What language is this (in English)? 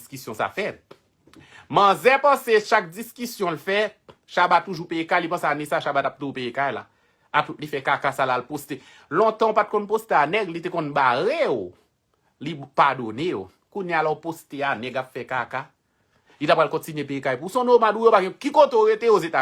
Haitian Creole